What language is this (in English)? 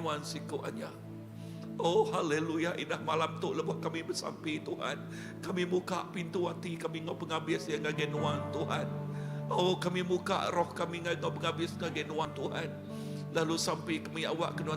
Iban